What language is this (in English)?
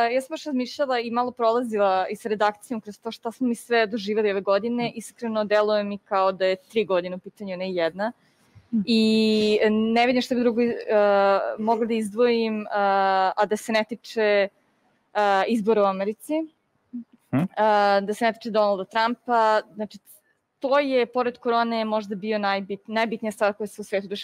Serbian